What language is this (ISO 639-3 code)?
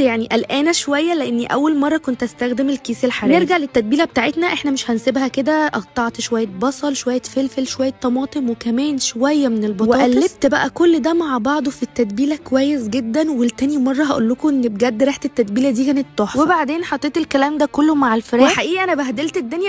arz